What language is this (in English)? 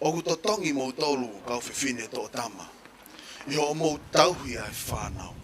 Tongan